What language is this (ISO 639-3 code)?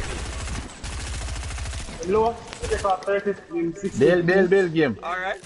jam